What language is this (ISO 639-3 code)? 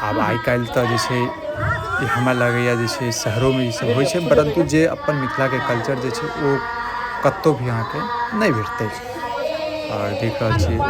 mai